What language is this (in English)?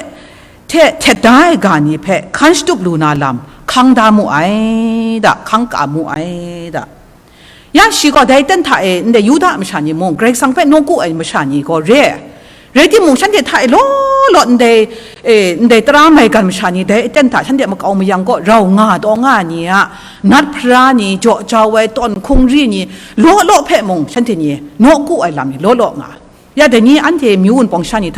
Kachin